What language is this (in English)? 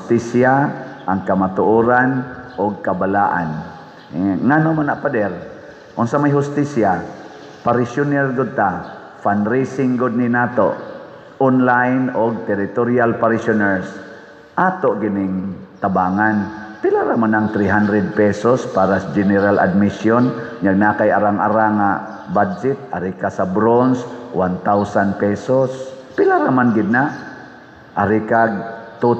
Cebuano